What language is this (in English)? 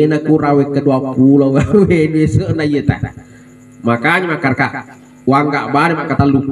Buginese